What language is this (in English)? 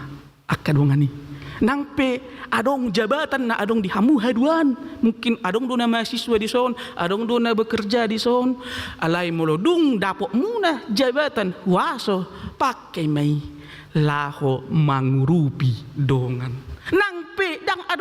Batak Toba